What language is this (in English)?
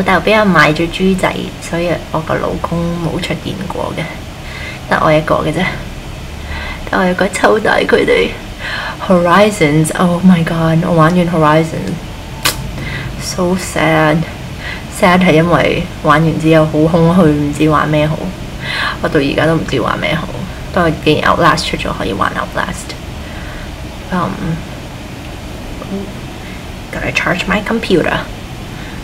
Cantonese